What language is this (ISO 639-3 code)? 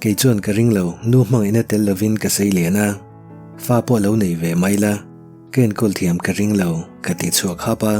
lus